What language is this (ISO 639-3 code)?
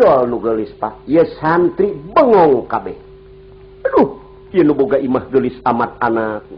sun